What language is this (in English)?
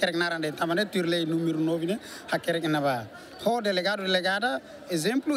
Tetum